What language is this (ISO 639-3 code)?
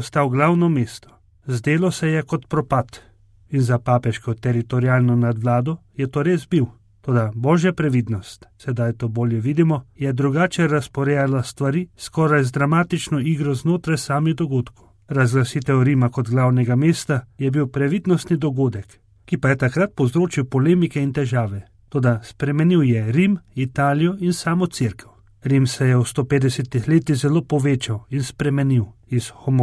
slv